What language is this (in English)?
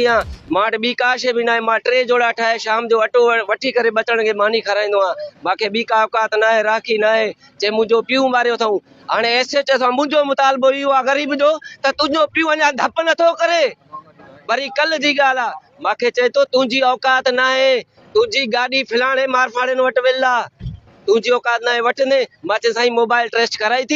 Sindhi